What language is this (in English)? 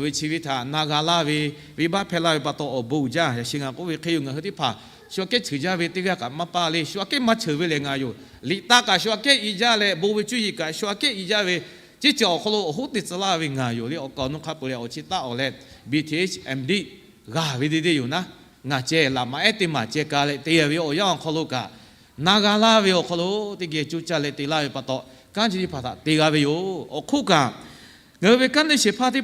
Lahu